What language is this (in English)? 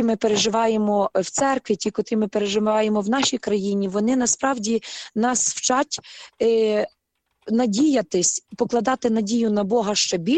Ukrainian